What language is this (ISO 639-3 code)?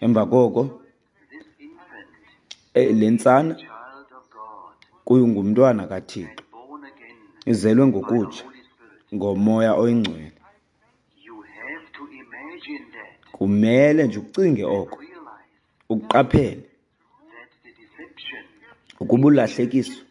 xho